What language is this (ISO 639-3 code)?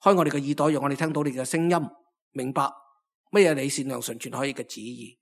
yue